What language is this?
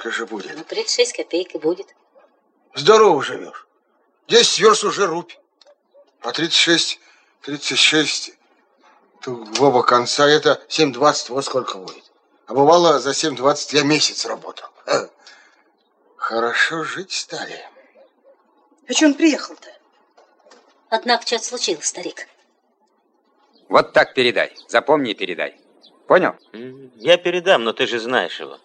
Russian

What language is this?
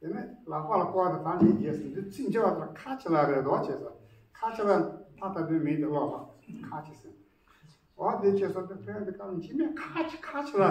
Tibetan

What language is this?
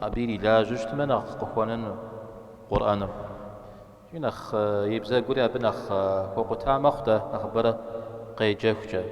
Kabardian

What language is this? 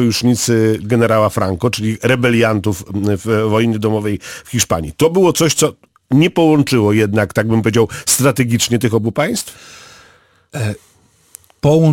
Polish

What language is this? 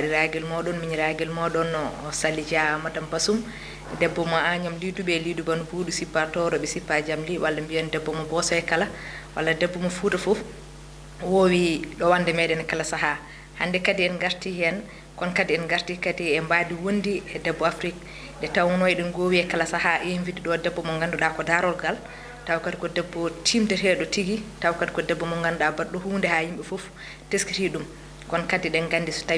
Fula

